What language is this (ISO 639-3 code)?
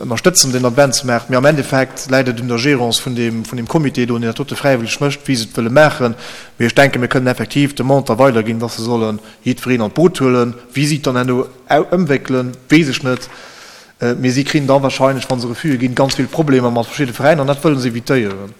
ltz